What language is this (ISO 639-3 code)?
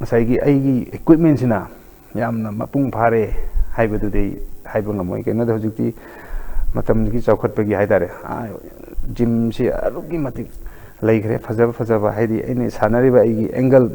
mni